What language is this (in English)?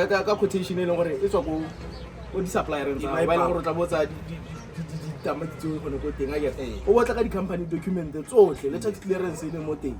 Tswana